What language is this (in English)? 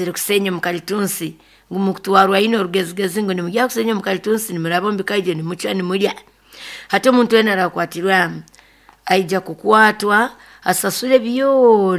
Nyoro